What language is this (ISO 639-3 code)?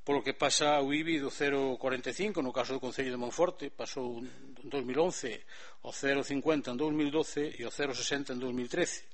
glg